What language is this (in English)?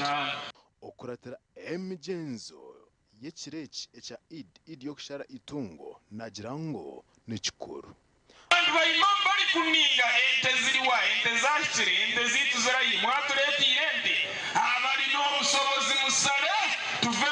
Nyankole